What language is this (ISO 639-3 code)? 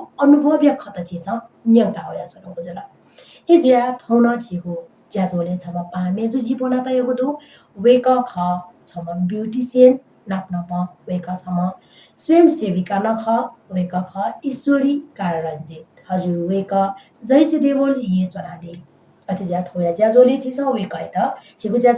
new